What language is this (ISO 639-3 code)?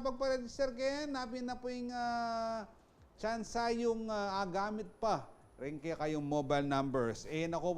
pam